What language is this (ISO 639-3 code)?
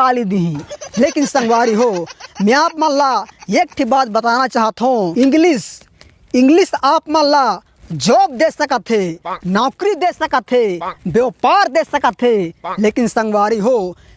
hne